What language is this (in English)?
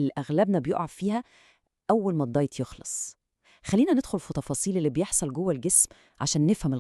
Egyptian Arabic